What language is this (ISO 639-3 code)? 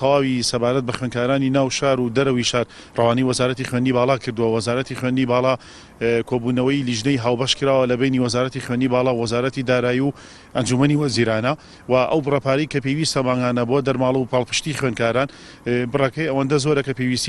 ckb